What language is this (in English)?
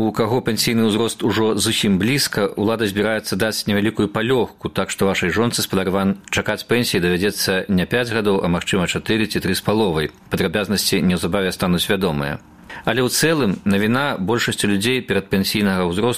Belarusian